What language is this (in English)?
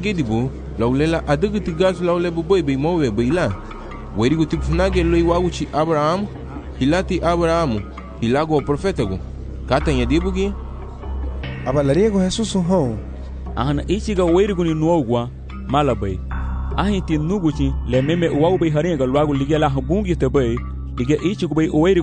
Garifuna